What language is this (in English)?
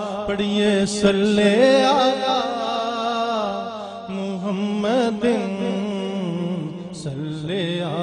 Urdu